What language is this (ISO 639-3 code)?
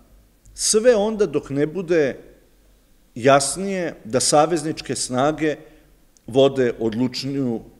srp